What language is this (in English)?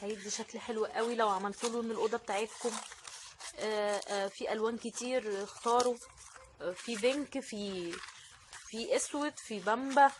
Egyptian Arabic